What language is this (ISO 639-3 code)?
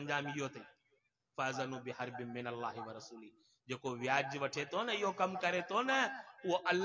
snd